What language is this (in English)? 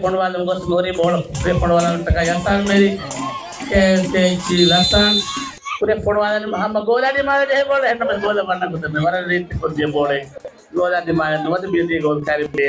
Divehi